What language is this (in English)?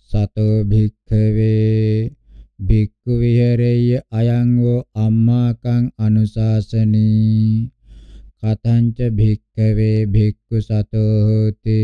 Pali